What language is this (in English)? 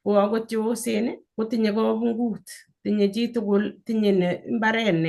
Kalenjin